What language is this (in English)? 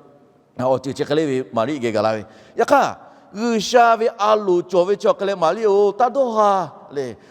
Lahu